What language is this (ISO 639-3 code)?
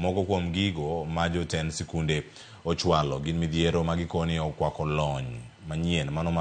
luo